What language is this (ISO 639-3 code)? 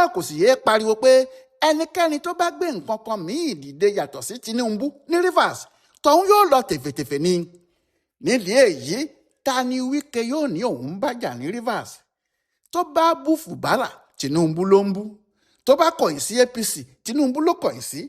yor